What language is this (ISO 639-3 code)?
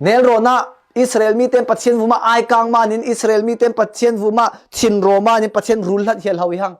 cfm